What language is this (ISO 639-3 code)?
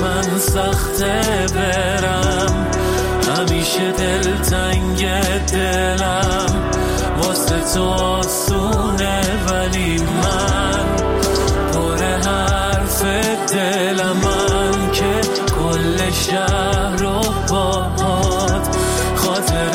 fas